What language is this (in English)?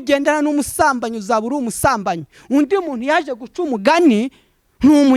Kinyarwanda